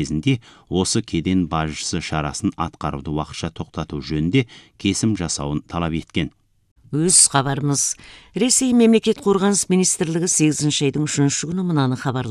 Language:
Kazakh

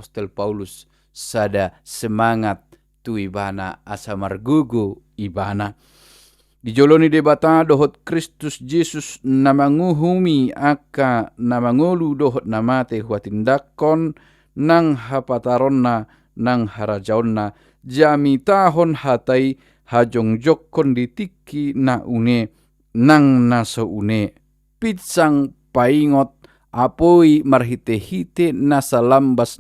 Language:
Batak Toba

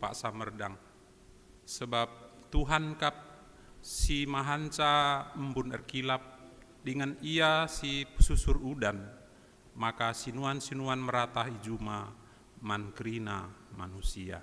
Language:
Batak Karo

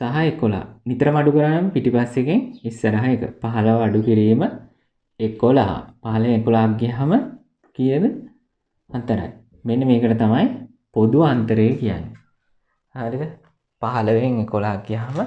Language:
Sinhala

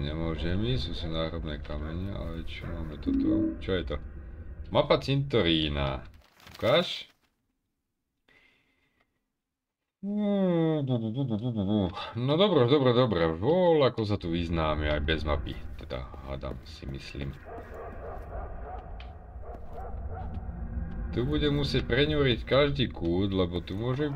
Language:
Slovak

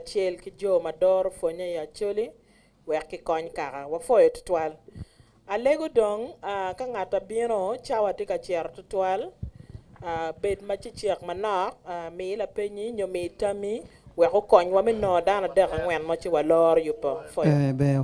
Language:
Acoli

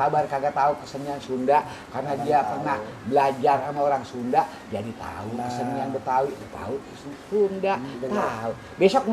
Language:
Betawi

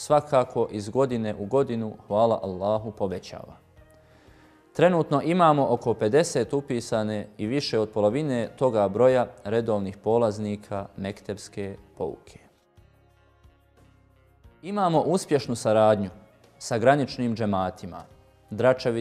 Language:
Bosnian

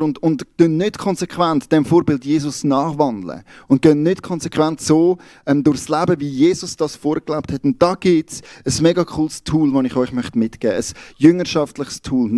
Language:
Swiss German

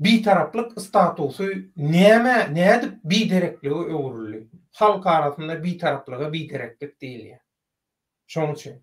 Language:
Turkmen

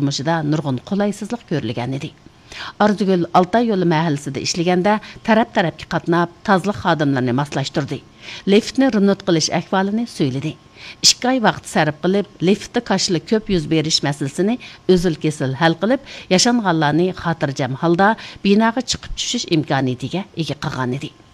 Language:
Uyghur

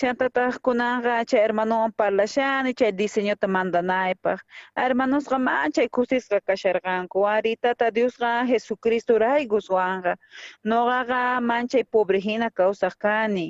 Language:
South Bolivian Quechua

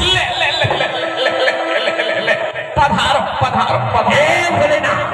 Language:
Chhattisgarhi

